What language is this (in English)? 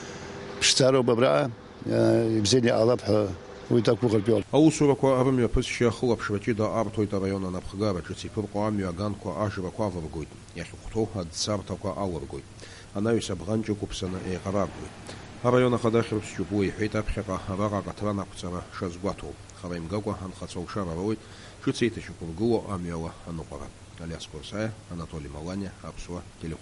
Abkhazian